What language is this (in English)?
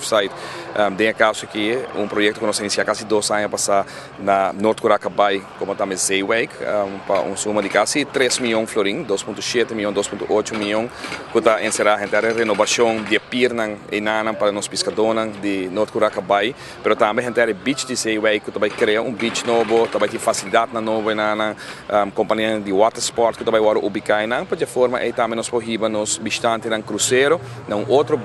Papiamento